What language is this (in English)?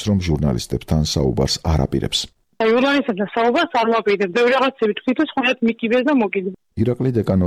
Georgian